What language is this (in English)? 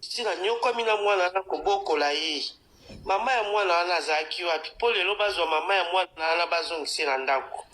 Lingala